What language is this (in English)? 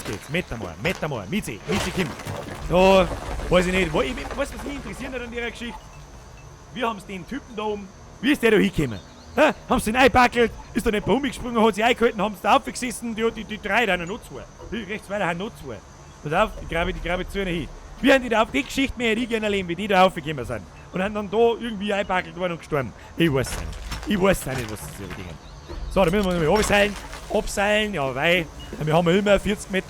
Bavarian